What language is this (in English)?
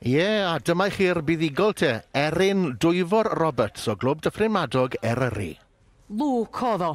Welsh